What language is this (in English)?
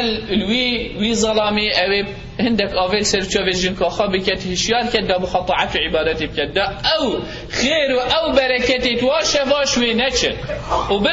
Kurdish